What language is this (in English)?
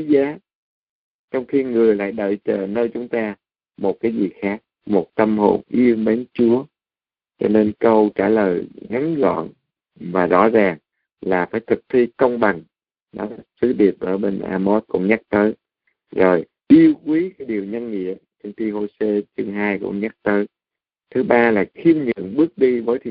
Vietnamese